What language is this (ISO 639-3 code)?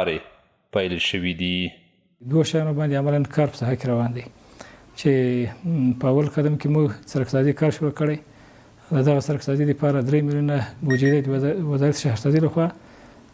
pus